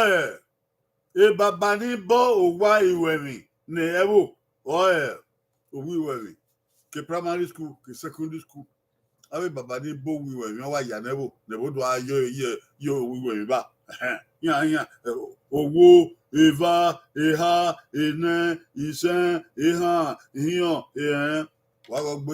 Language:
Bini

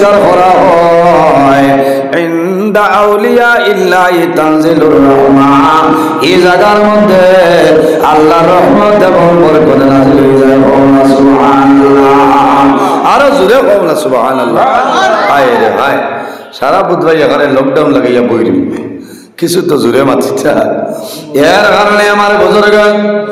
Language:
Sylheti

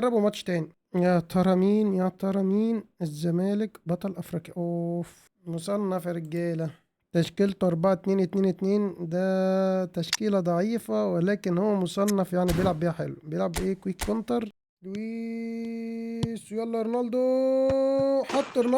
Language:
Egyptian Arabic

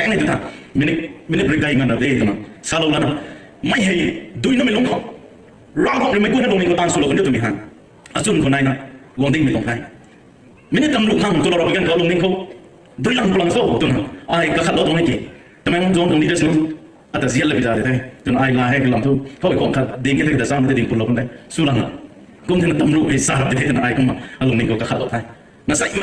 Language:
Rongmei Naga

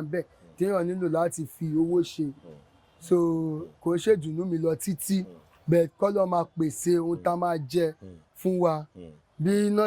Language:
Yoruba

